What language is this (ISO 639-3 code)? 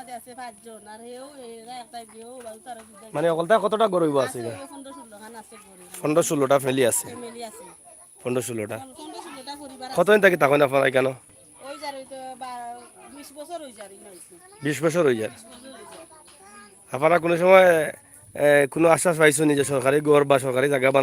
syl